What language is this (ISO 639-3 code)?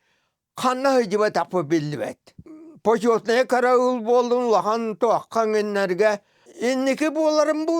sah